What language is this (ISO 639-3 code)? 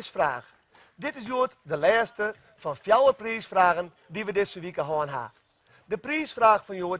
fry